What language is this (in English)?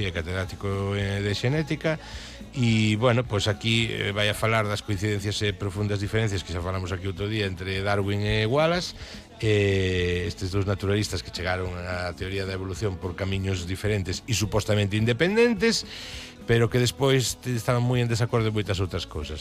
Galician